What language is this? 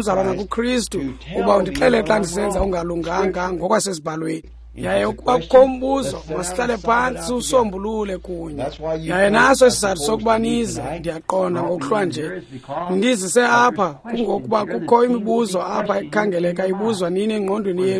Xhosa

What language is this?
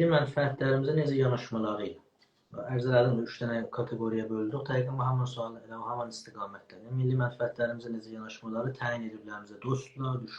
South Azerbaijani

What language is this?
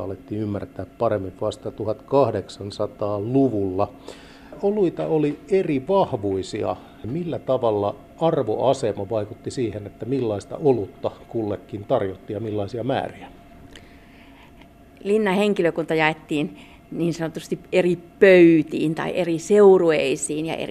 Finnish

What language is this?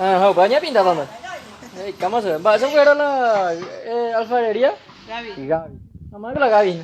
Guarani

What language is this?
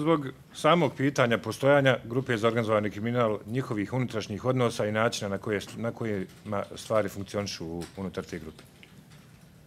Bosnian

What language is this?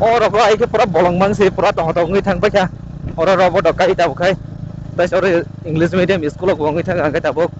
Kok Borok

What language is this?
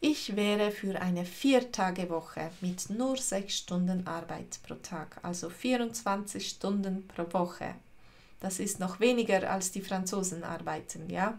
Swiss German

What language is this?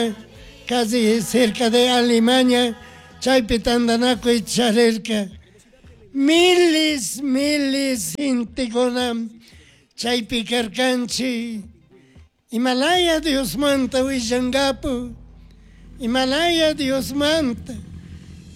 Chimborazo Highland Quichua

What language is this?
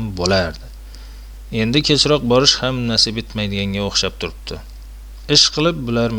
Uzbek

